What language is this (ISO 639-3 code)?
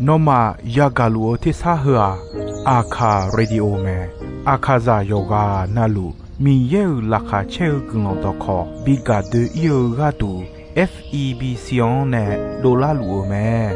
ahk